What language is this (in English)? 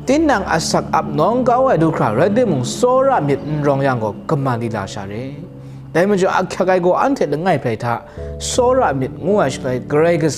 Kachin